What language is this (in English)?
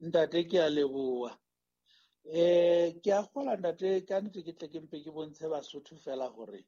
Southern Sotho